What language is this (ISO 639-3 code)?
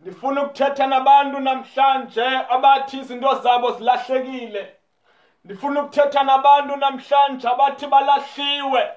zul